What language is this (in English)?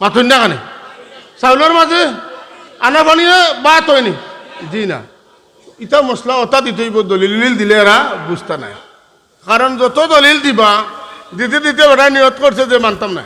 Sylheti